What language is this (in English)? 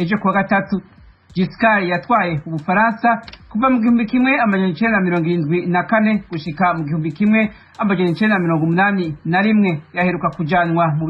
Rundi